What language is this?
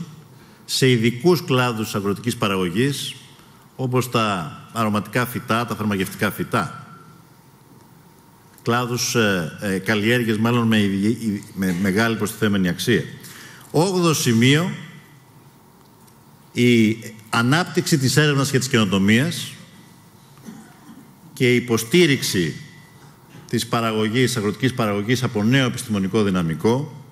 Greek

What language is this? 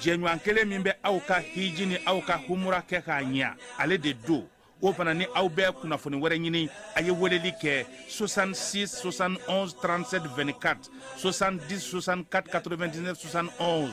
Bambara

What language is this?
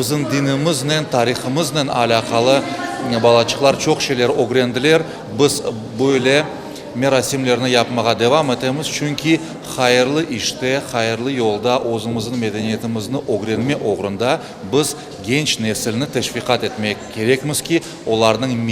Crimean Tatar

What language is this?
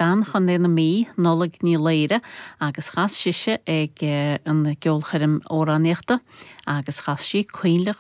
Irish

